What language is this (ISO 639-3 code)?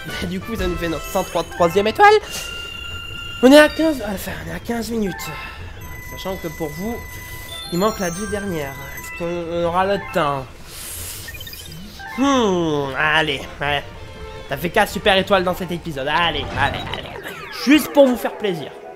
fra